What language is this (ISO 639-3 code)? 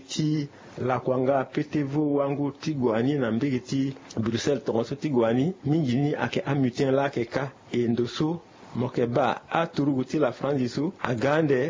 sag